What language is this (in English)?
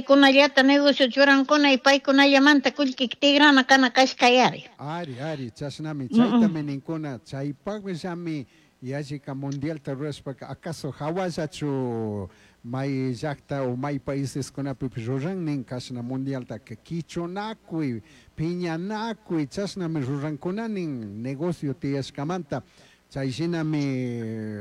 Chimborazo Highland Quichua